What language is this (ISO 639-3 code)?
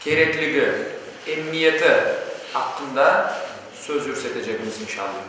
crh